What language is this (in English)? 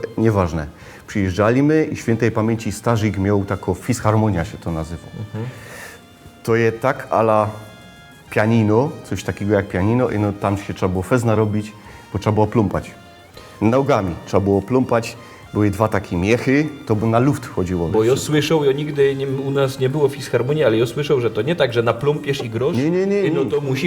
Silesian